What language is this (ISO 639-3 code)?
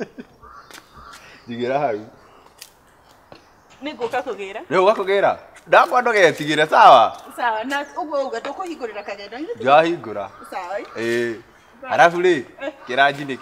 kik